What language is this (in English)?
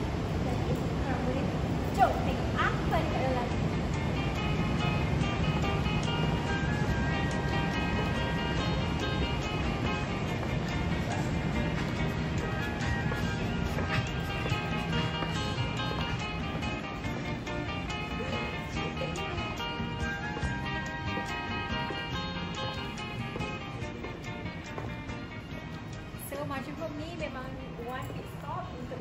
Malay